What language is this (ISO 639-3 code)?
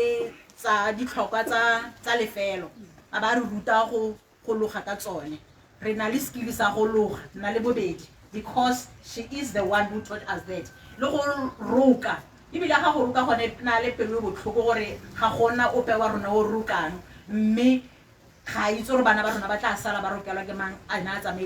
tsn